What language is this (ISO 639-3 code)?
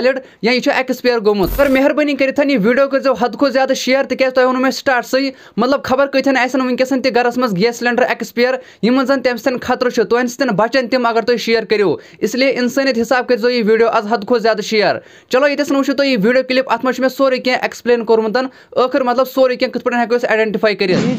kas